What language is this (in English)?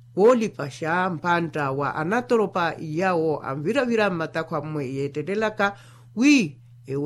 Makhuwa